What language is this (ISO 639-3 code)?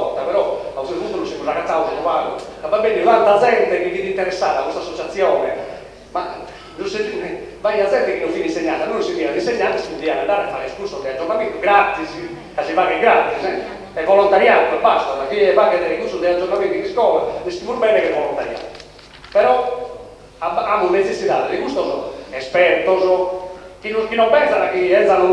srd